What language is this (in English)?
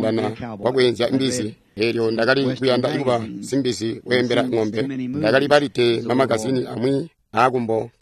Tonga (Zambia)